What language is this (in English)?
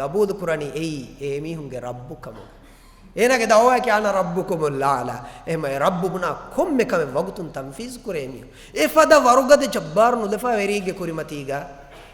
Divehi